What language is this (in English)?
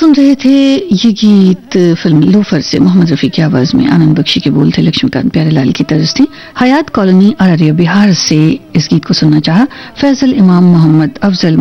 Hindi